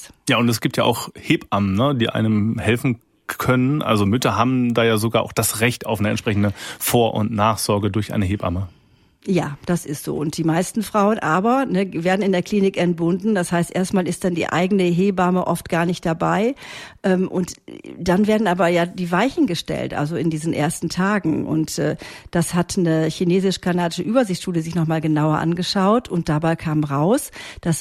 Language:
German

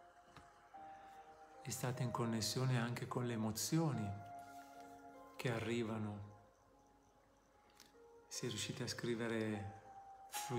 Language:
Italian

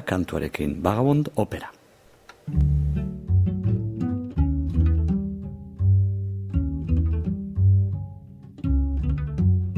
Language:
Basque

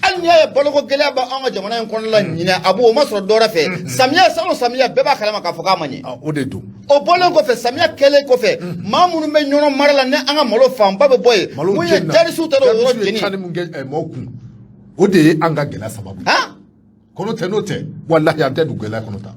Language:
Bambara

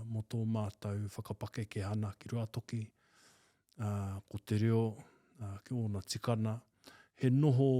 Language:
Māori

